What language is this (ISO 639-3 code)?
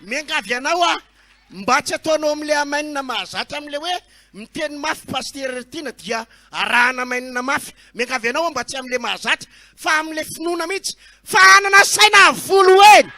mlg